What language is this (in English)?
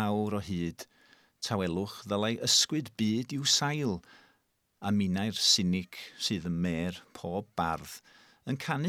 Welsh